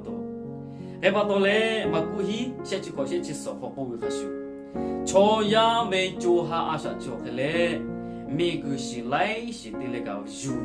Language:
Lahu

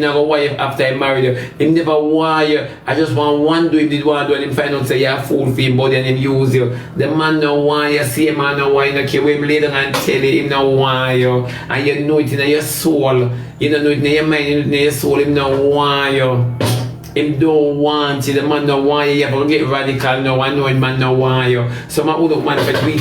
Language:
Jamaican Creole English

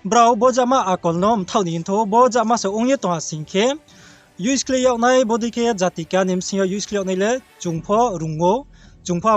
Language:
Riang (India)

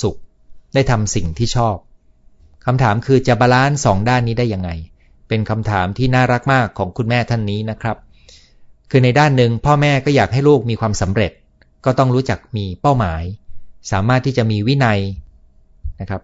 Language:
Thai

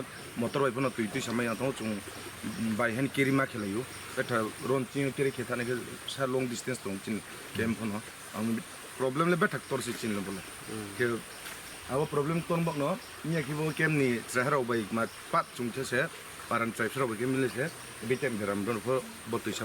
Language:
Riang (India)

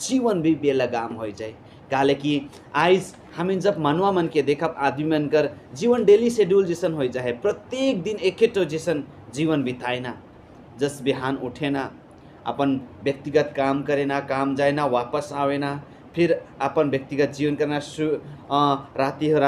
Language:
Sadri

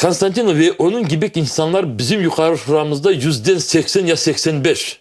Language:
Crimean Tatar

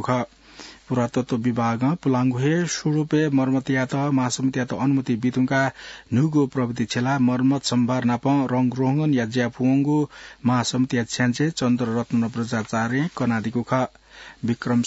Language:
Newari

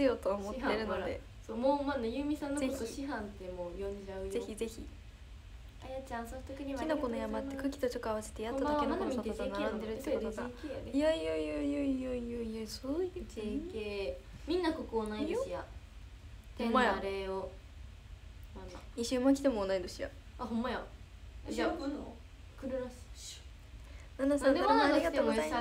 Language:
Japanese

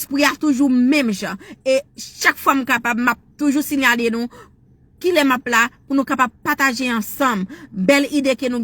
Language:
Haitian Creole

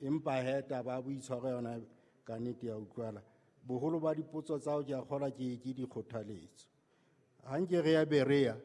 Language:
Southern Sotho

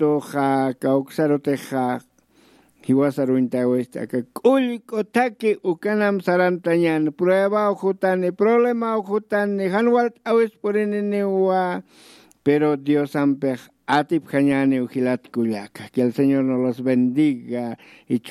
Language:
Aymara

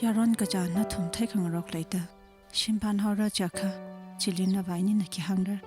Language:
Tangkhul Naga (India)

